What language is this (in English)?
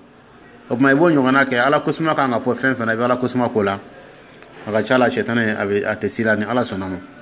Dyula